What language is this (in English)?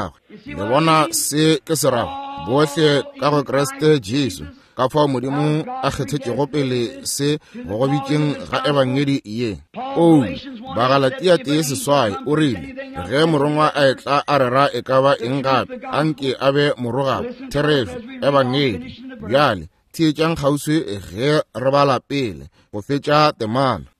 Northern Sotho